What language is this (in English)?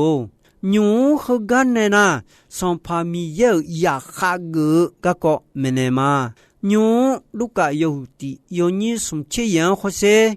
Akha